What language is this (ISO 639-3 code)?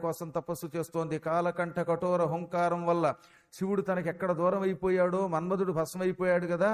tel